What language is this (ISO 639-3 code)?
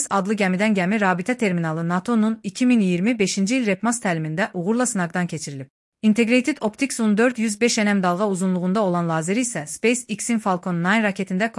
aze